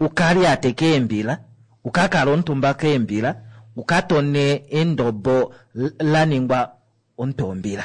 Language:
Kuanyama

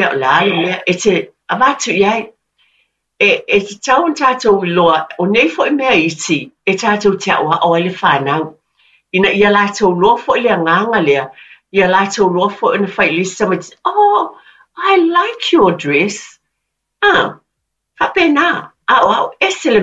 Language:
Samoan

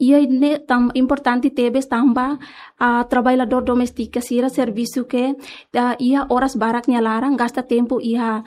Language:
Tetum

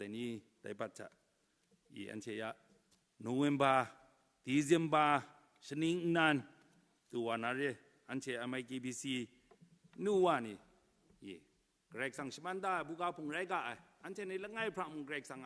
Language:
Kachin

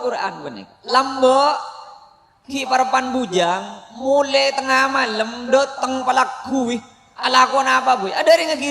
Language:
Madurese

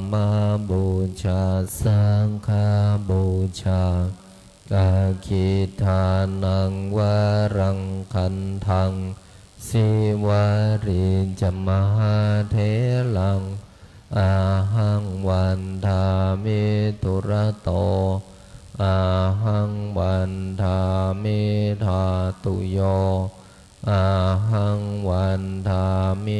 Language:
Pali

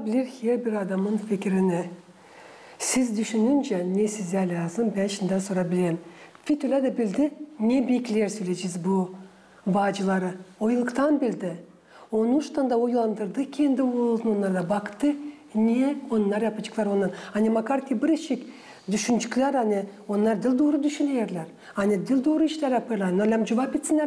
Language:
Gagauz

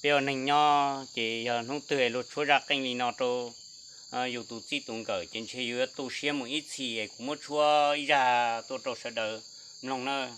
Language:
Hmong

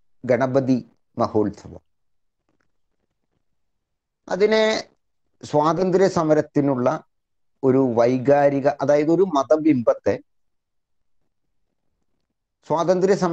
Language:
Malayalam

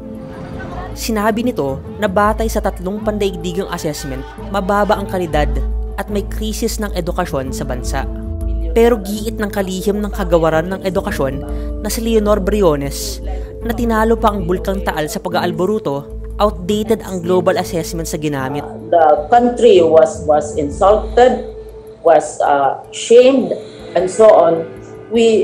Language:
Filipino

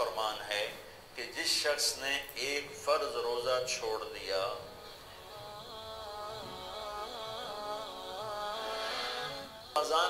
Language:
Urdu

